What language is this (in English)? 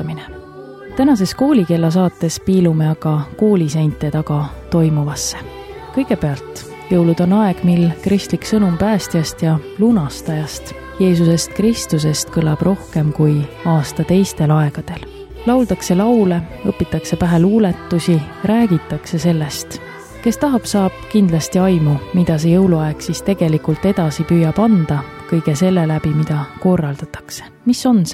Estonian